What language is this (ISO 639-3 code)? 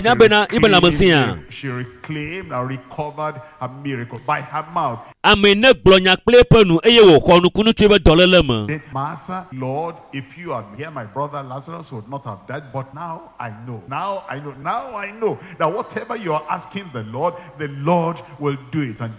ewe